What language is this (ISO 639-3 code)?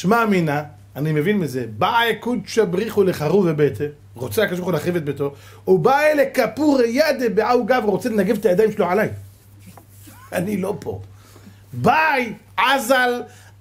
heb